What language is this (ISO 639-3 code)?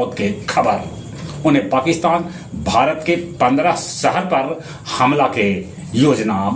mag